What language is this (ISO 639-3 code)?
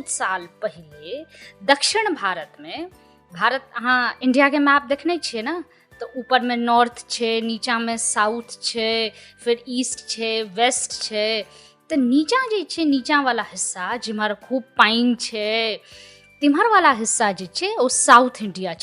mai